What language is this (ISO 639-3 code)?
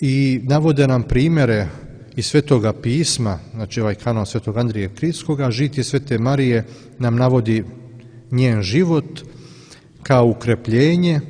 srp